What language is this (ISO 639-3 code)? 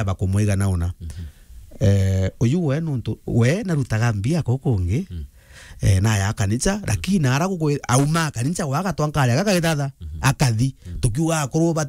mer